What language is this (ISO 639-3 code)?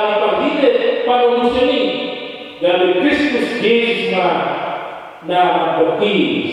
bbc